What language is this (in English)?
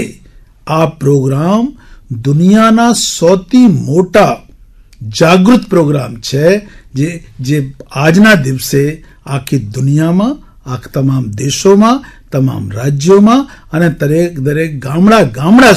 Gujarati